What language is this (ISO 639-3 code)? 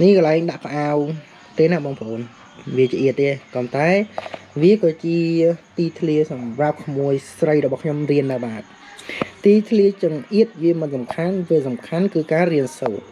khm